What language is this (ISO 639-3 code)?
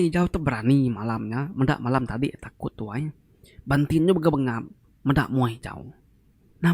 iba